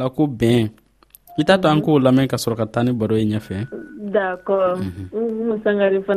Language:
Dyula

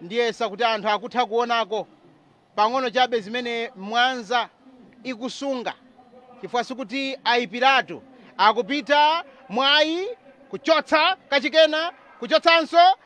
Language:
Nyanja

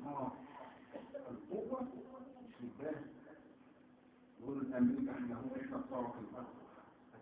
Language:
Arabic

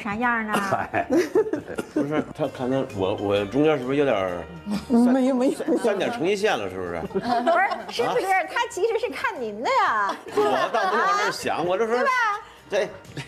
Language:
Chinese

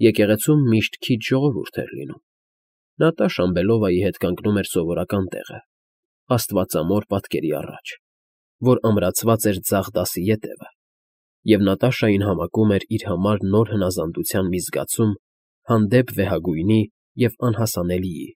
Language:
Armenian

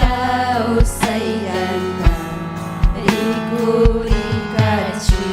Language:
Ayacucho Quechua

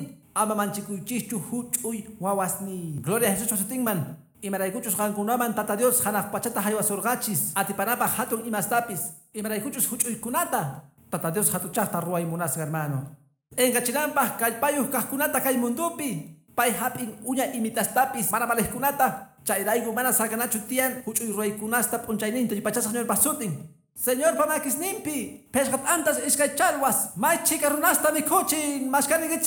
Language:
Quechua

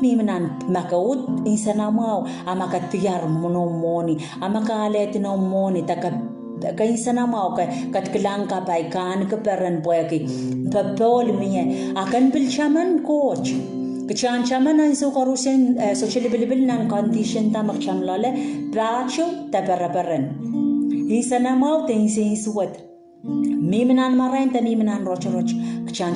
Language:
Pohnpeian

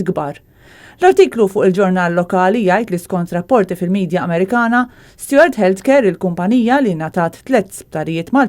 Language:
Maltese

